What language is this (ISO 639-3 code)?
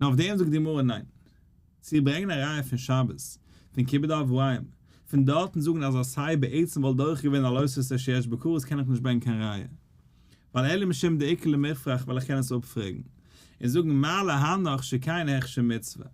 yid